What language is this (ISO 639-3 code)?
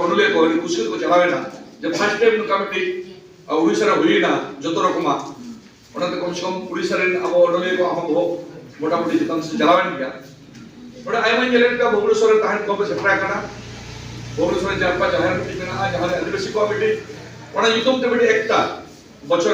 sat